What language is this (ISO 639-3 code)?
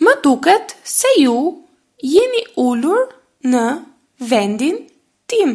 sqi